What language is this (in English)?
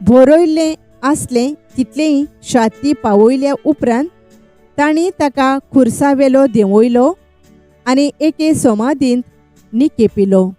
Konkani